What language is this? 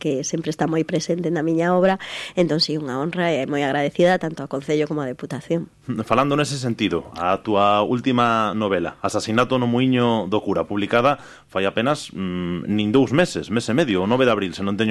Galician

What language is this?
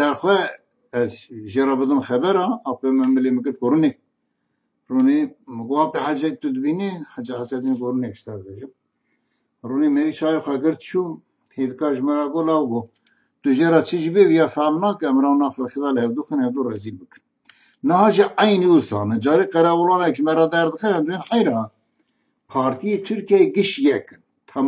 Kurdish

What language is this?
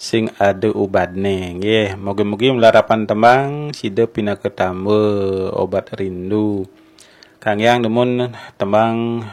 Balinese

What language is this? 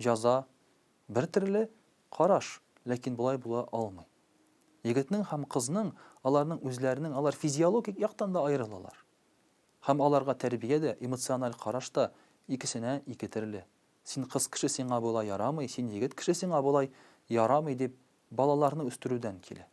Tatar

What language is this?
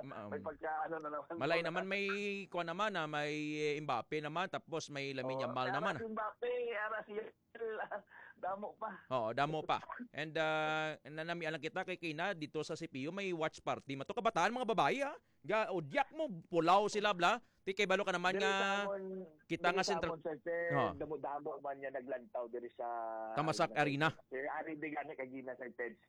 Hiligaynon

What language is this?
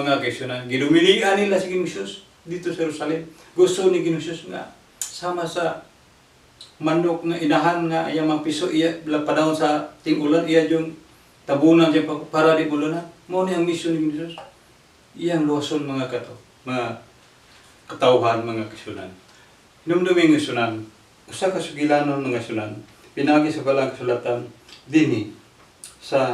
Cebuano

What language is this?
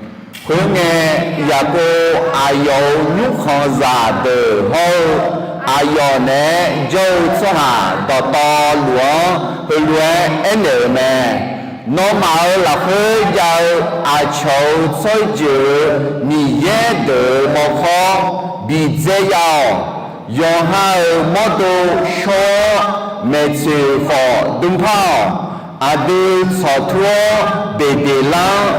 Akha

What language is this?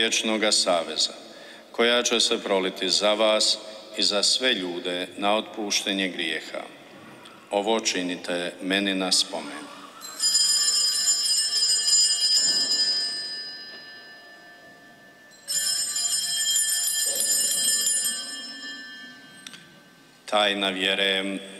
Croatian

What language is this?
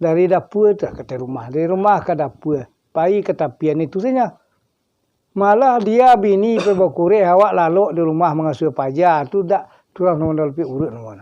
Minangkabau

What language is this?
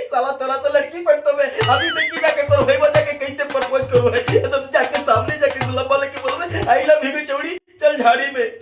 Magahi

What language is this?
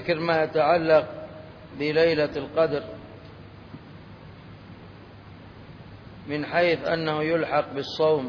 Arabic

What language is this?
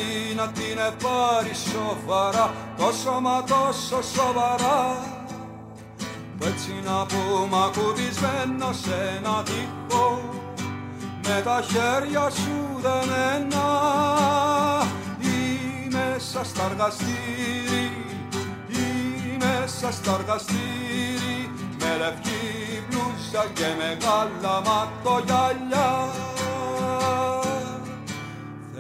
Greek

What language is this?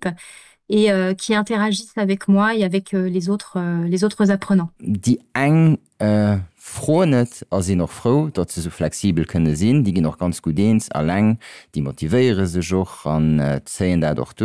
Luxembourgish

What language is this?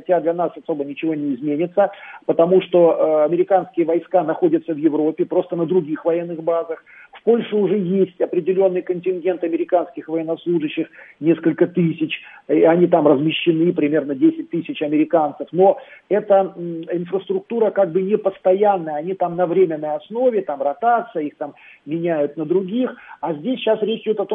Russian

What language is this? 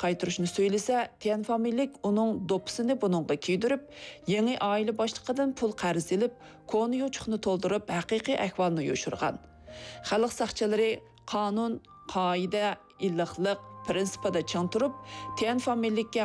Uyghur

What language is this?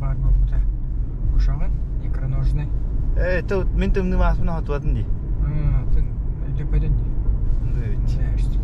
Yakut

